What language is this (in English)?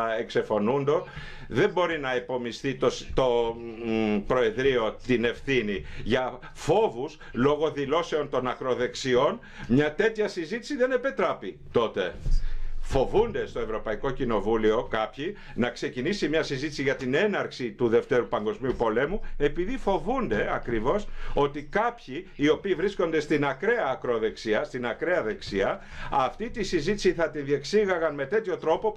Greek